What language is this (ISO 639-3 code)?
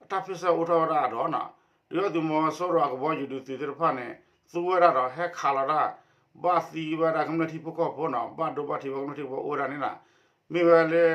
ksw